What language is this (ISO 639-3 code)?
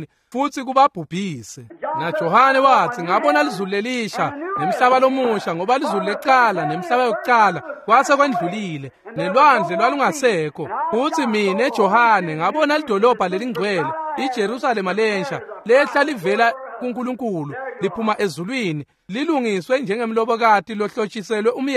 ssw